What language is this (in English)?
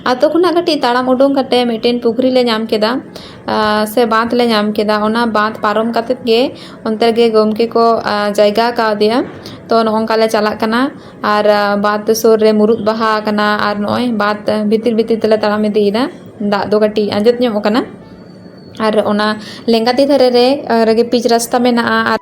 Santali